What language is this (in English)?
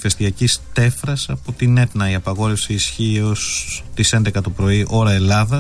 Greek